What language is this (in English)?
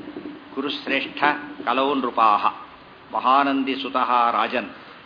Kannada